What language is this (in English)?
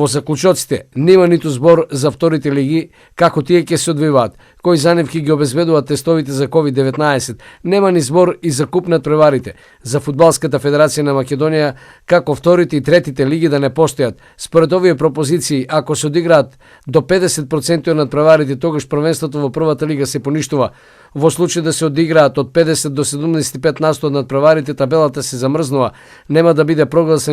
Macedonian